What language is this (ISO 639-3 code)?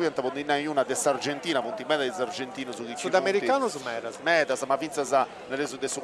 srd